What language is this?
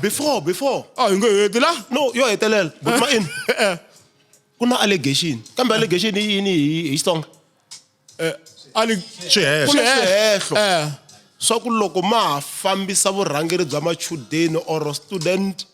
Tsonga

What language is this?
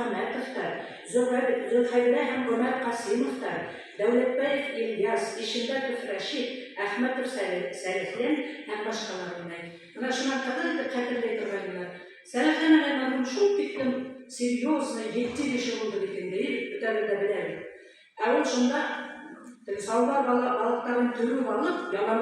Bashkir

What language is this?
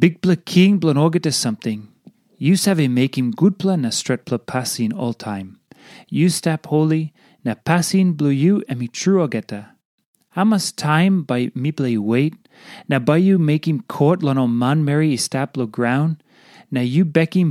Tok Pisin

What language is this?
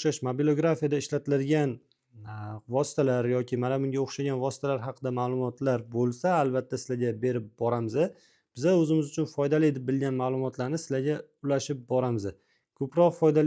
Uzbek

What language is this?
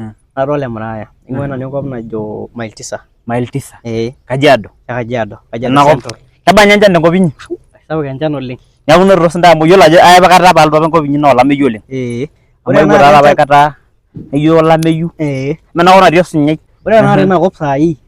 Masai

